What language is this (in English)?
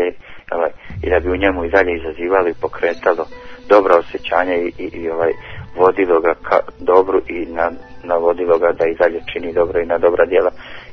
Bosnian